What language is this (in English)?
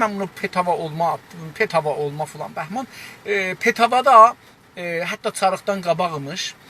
South Azerbaijani